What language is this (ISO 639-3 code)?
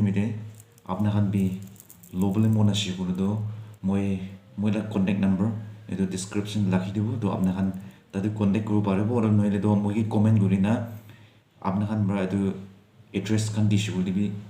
nag